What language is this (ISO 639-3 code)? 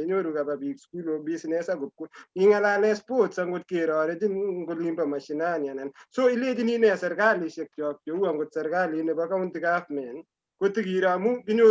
kln